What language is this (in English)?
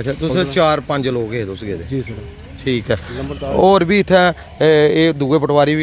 Dogri